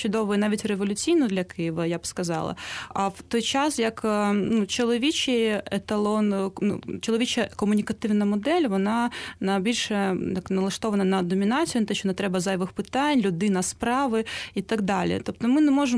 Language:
Ukrainian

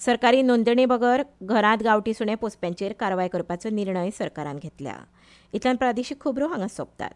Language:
Konkani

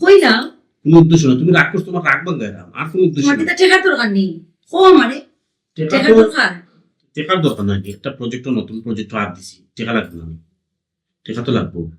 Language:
Sylheti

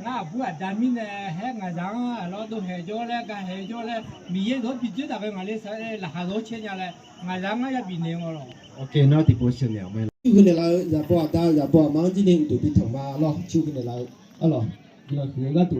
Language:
Akha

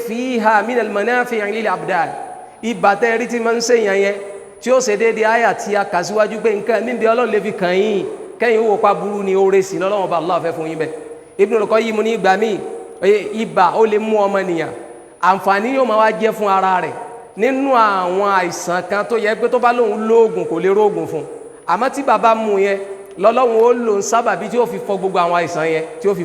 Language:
Yoruba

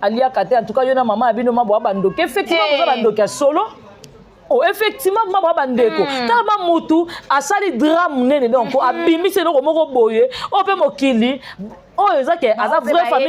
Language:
Lingala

